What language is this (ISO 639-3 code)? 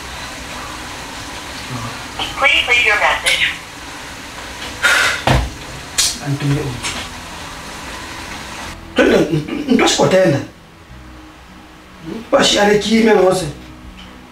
swa